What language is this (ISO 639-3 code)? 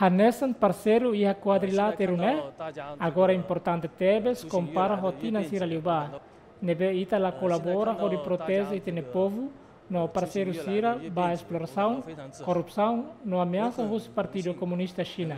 tet